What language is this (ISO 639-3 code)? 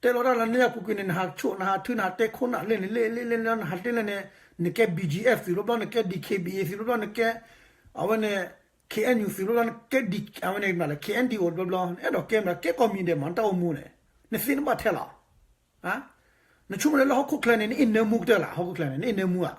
ksw